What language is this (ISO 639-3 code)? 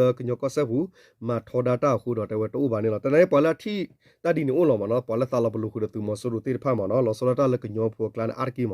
ksw